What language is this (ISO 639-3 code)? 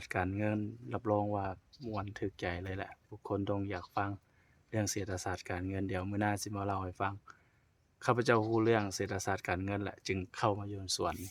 lao